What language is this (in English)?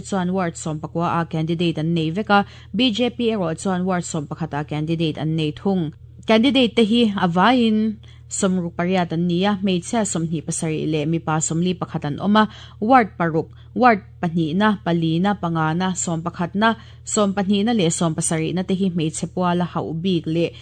Mizo